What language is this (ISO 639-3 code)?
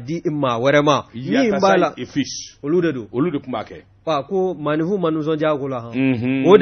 bam